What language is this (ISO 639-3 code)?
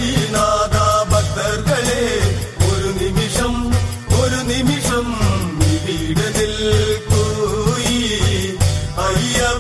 mal